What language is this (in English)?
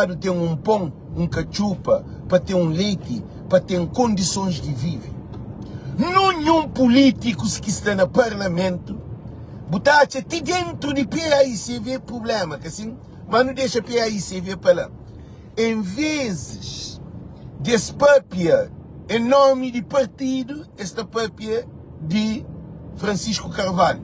Kabuverdianu